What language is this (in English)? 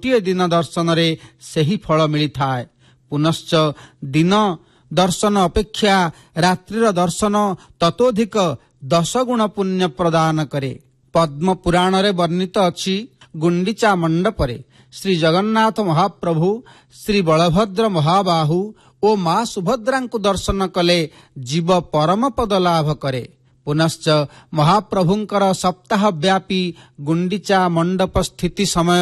Odia